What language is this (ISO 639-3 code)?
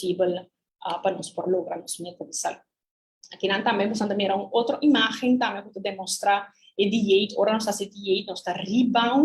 pap